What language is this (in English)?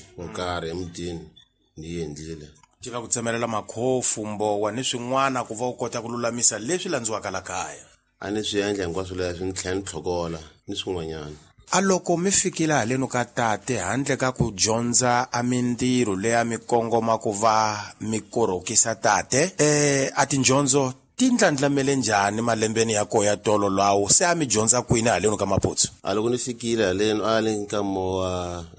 Tsonga